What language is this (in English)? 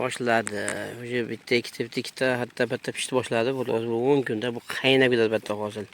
Uzbek